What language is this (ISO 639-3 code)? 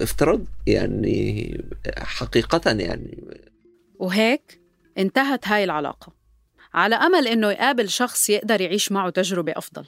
apc